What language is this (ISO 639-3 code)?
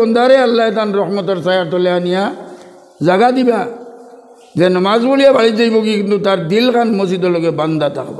syl